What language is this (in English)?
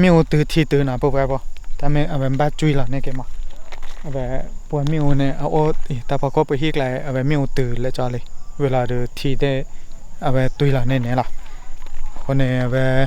S'gaw Karen